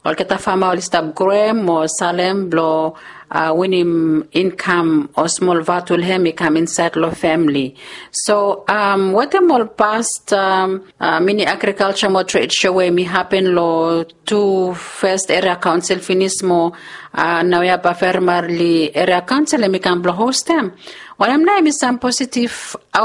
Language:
Bislama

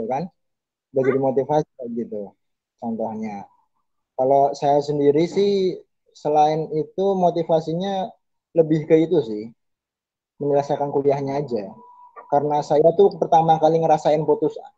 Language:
Indonesian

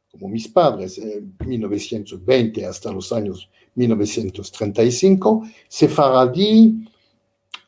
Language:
Ladino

